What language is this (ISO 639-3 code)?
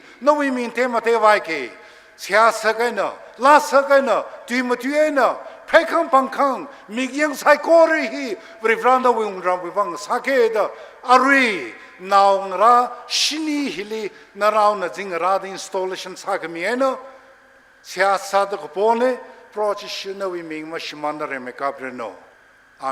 nmf